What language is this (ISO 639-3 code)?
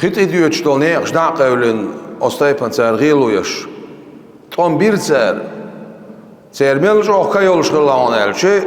che